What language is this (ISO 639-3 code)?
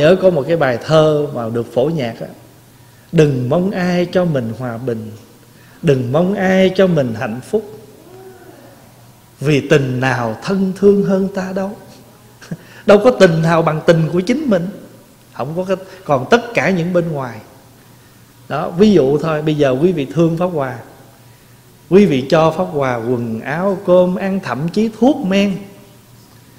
vie